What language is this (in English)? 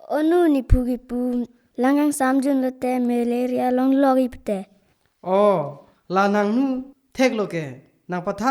Karbi